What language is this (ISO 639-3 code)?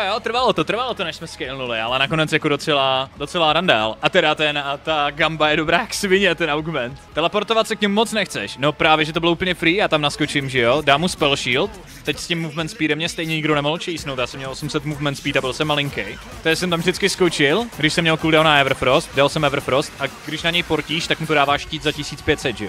ces